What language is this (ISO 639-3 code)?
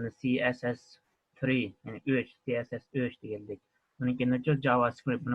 uig